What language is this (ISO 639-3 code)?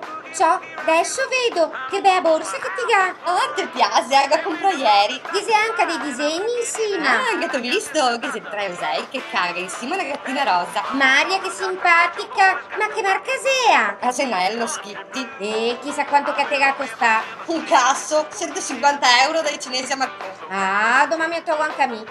vec